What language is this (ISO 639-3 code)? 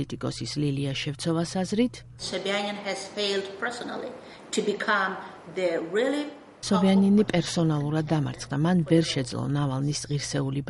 kat